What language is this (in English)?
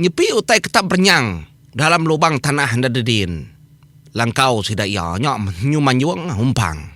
Iban